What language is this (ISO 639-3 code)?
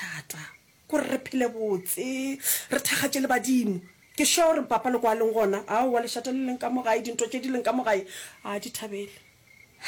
nso